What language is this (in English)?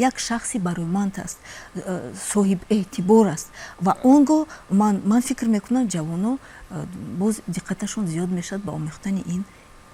Tajik